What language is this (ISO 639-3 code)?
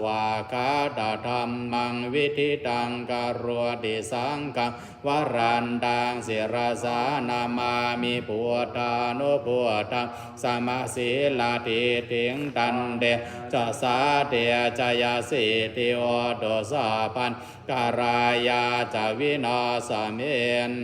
pli